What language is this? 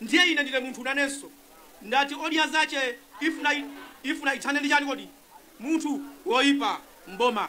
Nyanja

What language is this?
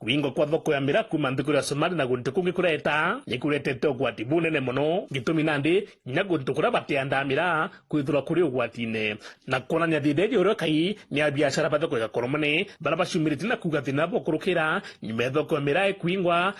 Meru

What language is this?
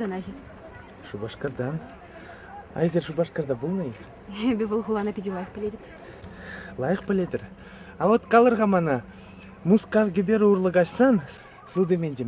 Chuvash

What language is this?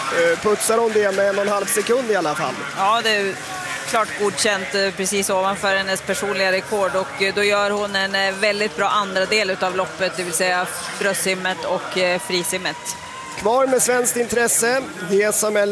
Swedish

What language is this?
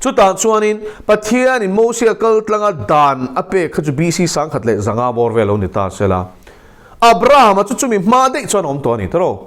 Mizo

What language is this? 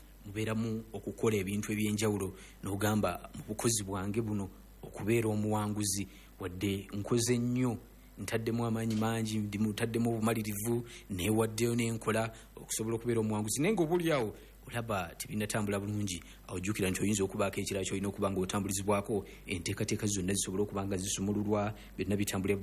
Ganda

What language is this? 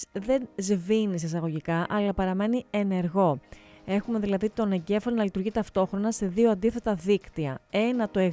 Greek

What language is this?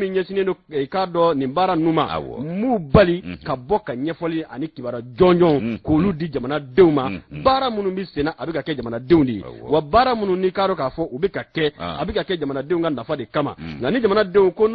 Bambara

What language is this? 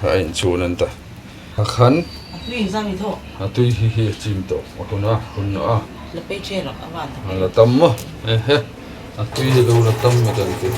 Hmar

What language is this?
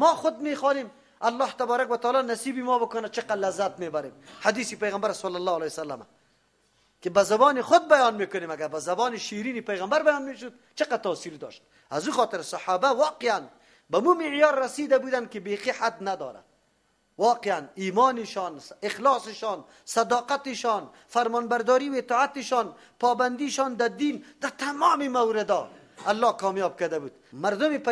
Persian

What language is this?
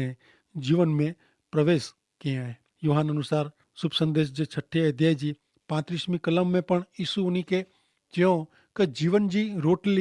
Kachhi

